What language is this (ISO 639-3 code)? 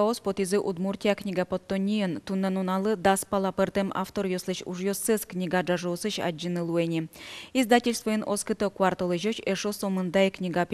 udm